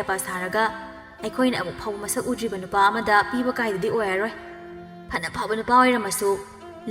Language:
Manipuri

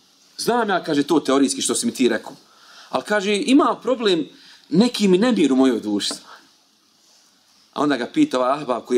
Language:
Bosnian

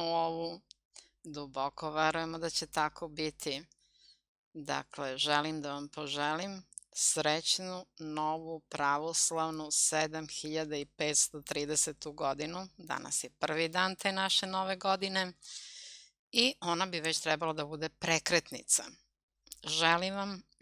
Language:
Serbian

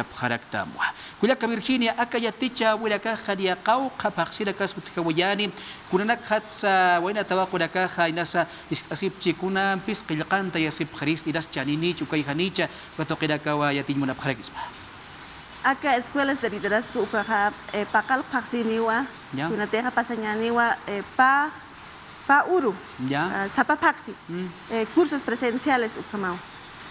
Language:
Aymara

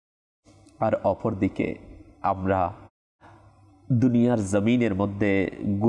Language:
Bangla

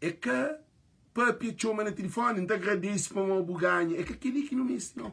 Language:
Kabuverdianu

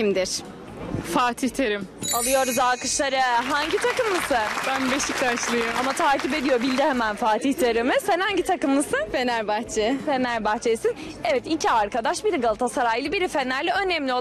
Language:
Turkish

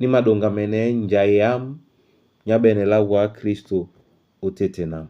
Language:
Duala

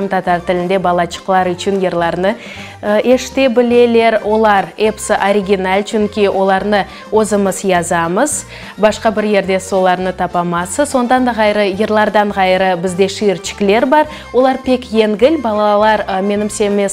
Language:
Crimean Tatar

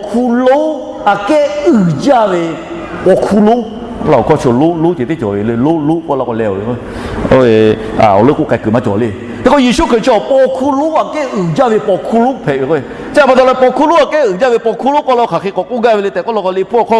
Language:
Lahu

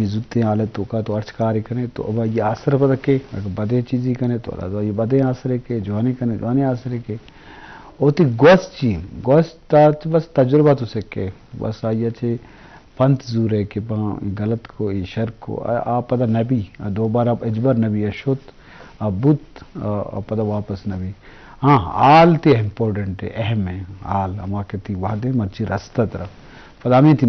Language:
Eastern Balochi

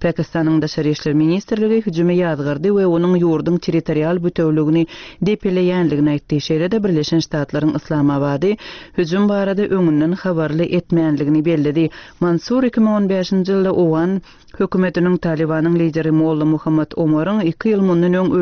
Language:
Turkmen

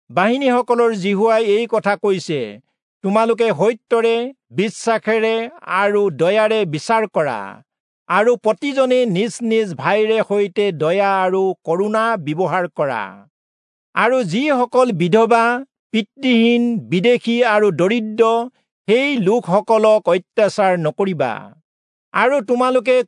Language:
Assamese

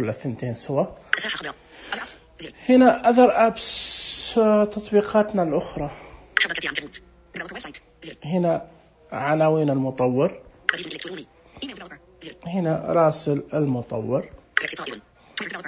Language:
Najdi Arabic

